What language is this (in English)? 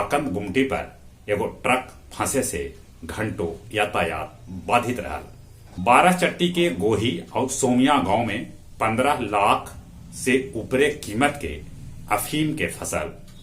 Magahi